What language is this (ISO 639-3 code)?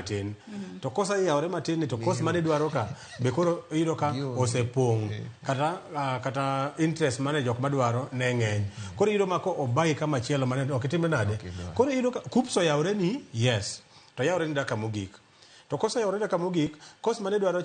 luo